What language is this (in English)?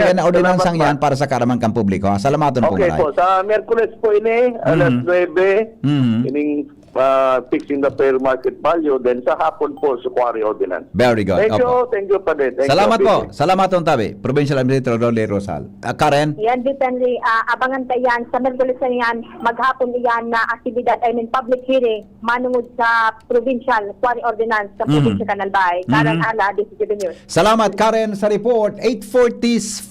Bikol